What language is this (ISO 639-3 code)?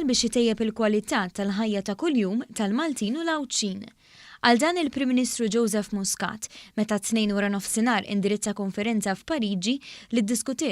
mlt